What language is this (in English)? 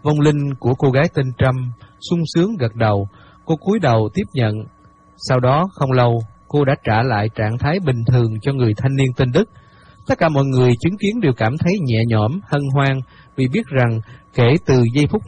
Vietnamese